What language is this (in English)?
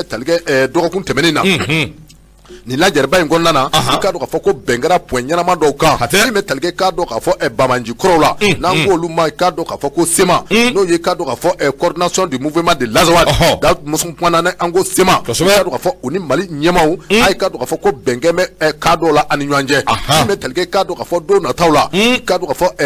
Bambara